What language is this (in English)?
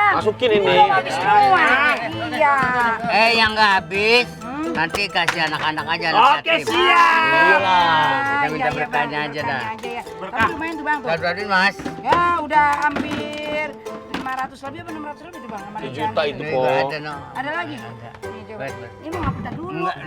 Betawi